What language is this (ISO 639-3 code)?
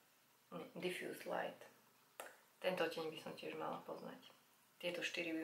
slk